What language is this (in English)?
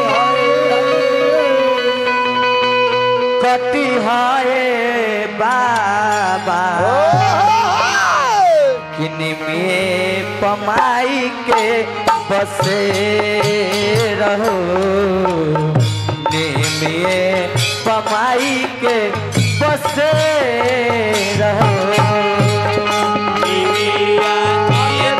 Bhojpuri